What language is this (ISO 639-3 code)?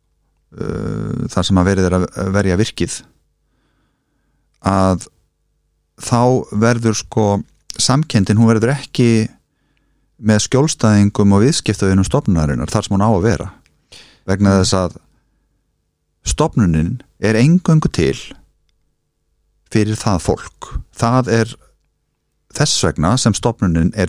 isl